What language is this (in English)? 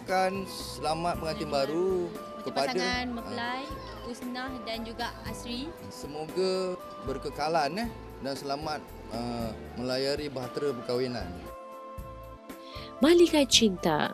Malay